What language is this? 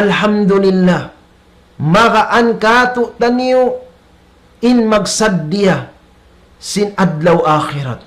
Tausug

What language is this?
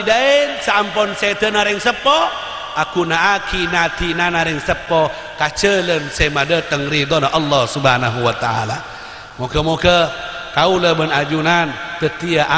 Madurese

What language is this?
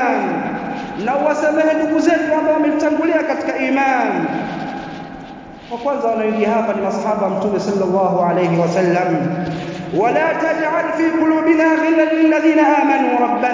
Swahili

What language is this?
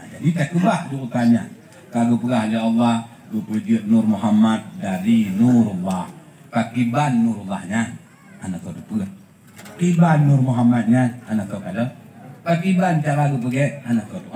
Achinese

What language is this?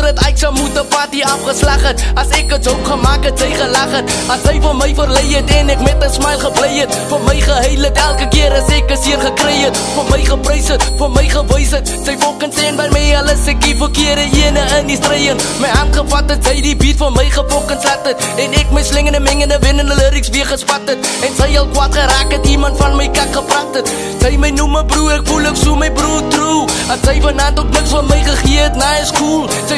Afrikaans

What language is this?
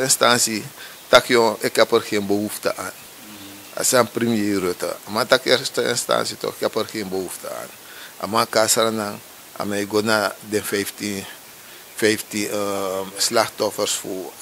Sranan Tongo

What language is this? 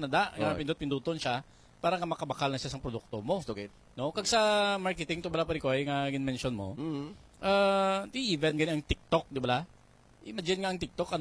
Hiligaynon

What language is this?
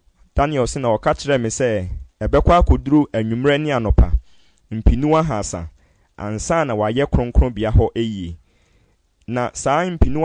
Akan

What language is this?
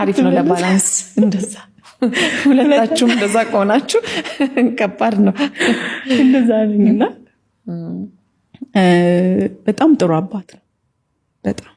Amharic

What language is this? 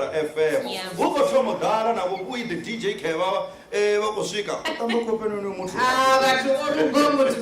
Venda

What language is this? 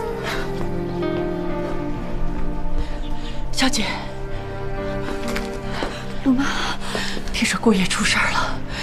Chinese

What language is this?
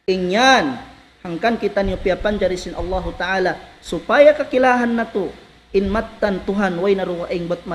Tausug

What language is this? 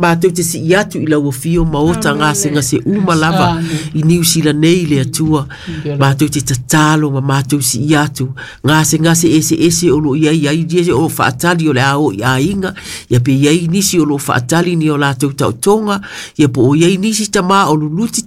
Samoan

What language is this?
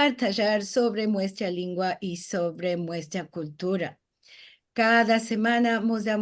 Ladino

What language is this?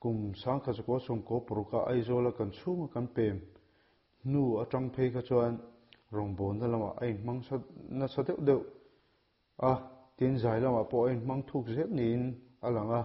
Mizo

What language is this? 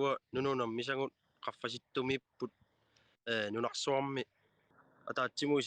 Kalaallisut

